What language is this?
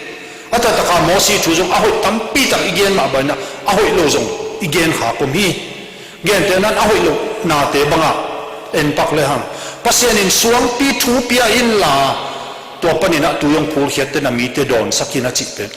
Tedim Chin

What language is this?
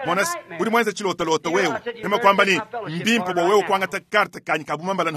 Luba-Lulua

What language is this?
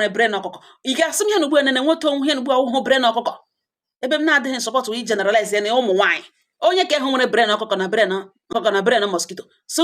Igbo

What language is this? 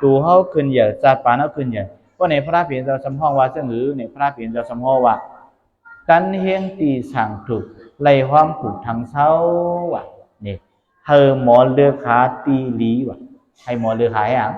Shan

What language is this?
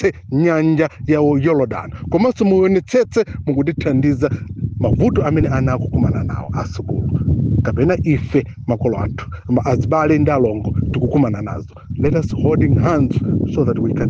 Nyanja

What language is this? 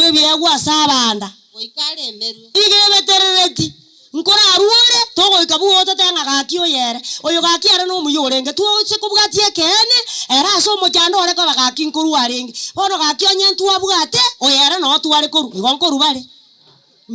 Gusii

